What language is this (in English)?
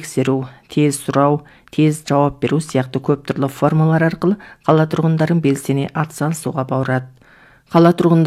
Kazakh